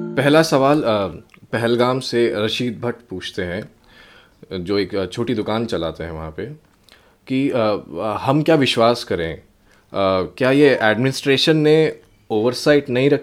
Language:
Kashmiri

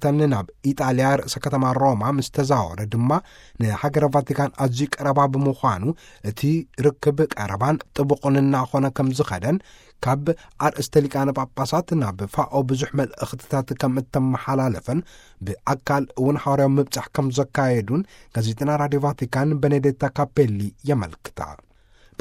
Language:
Tigrinya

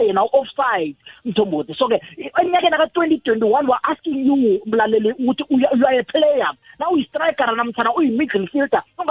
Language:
South Ndebele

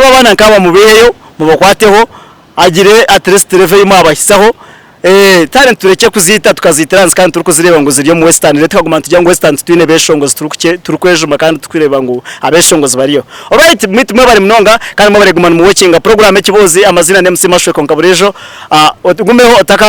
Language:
Nyankole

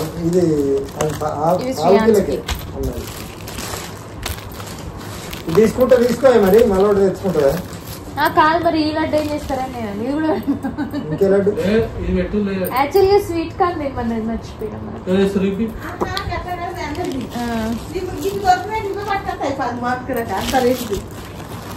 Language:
Telugu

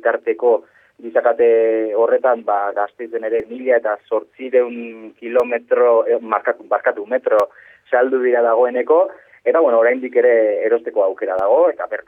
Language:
Basque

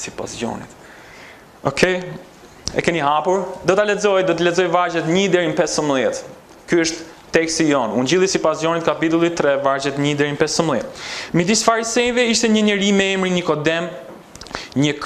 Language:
Albanian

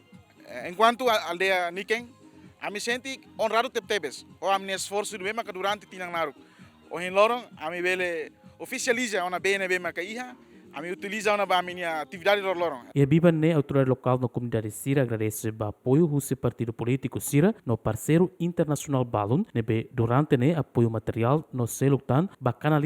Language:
Tetum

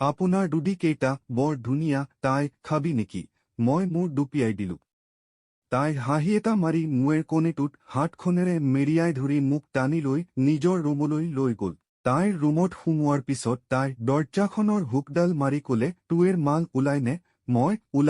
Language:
Assamese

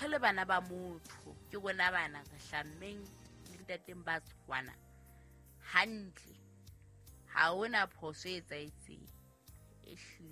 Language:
Southern Sotho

